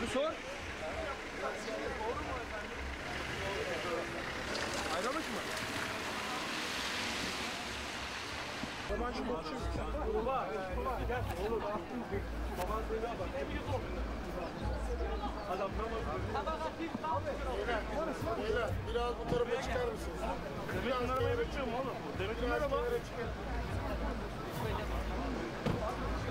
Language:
Turkish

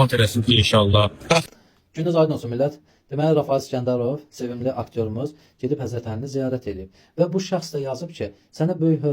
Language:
Azerbaijani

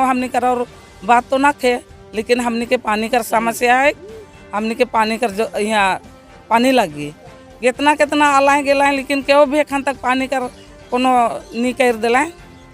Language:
Sadri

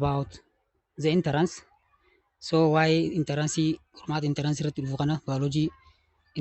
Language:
Oromo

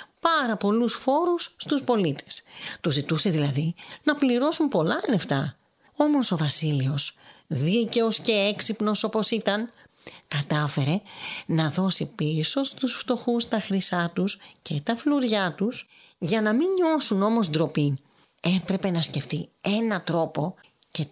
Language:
Greek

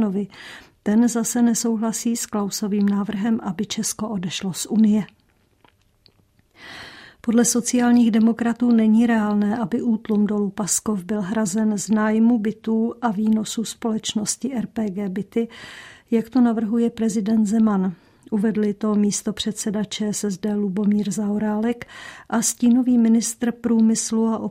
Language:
Czech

